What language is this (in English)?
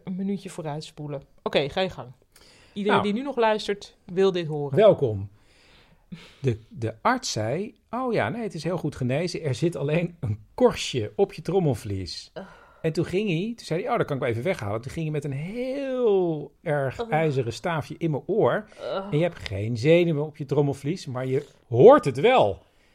Dutch